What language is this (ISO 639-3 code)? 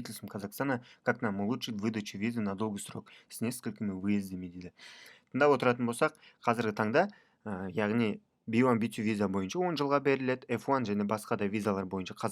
kaz